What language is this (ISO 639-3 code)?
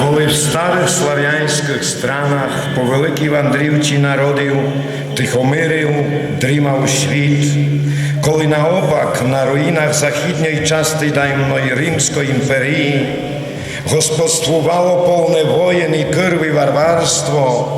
rue